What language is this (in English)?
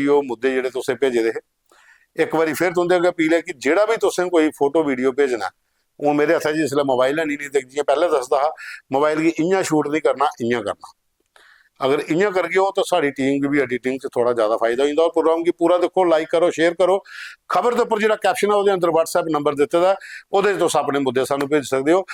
Dogri